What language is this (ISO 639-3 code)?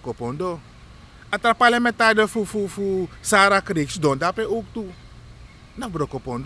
srn